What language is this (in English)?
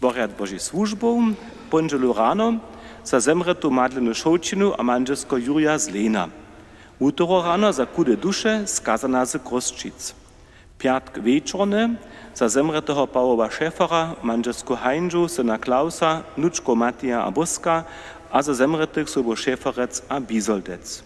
Upper Sorbian